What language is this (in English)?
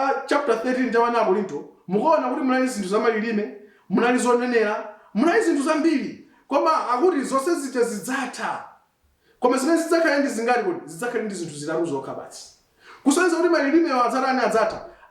Nyanja